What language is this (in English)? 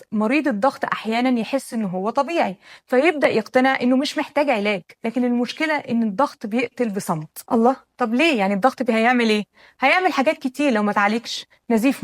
Egyptian Arabic